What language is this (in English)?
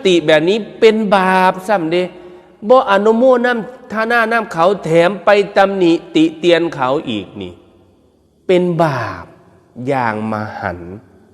Northeastern Thai